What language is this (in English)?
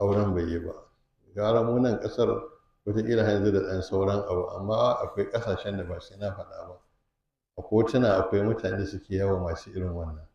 Hausa